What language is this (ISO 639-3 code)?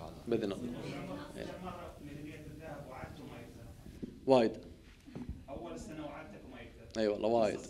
ara